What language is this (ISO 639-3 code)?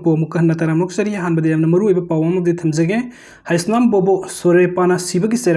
mni